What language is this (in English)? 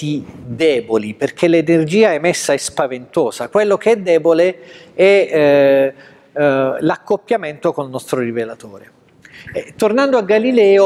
Italian